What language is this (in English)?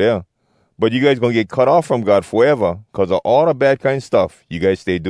Hawai'i Creole English